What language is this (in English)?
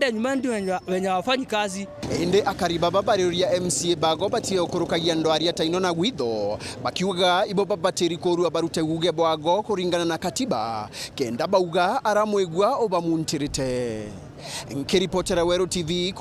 Meru